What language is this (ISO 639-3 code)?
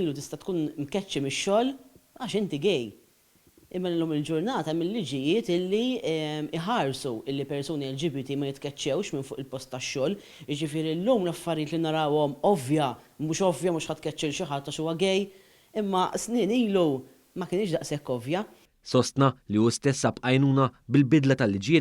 mlt